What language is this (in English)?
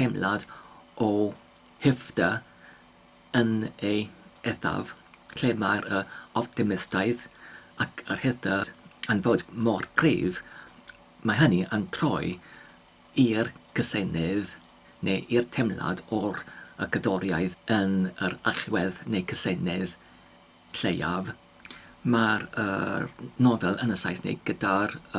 Welsh